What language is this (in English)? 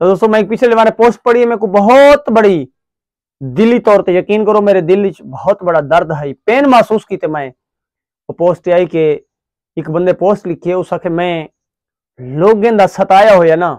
Saraiki